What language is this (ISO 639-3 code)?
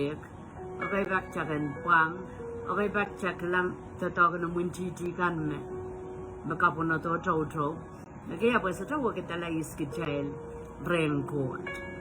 pon